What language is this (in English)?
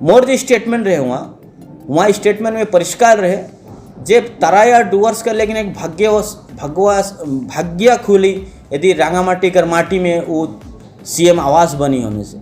Sadri